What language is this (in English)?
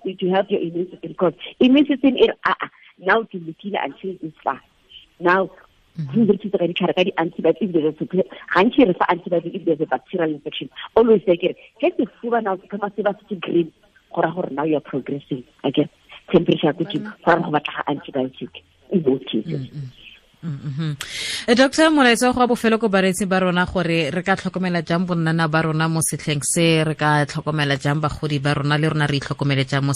Tswana